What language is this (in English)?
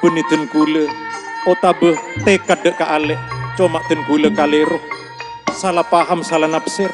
Madurese